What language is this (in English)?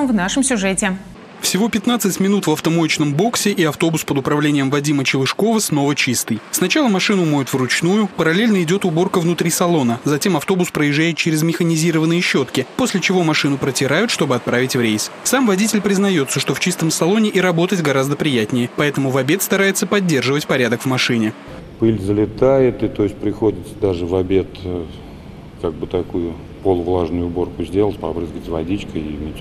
Russian